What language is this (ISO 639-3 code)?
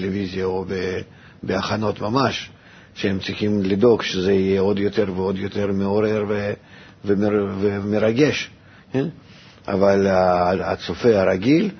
heb